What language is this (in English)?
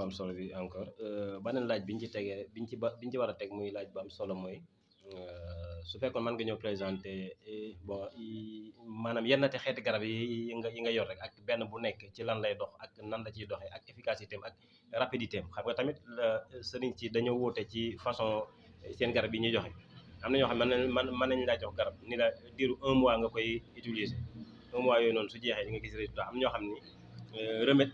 Wolof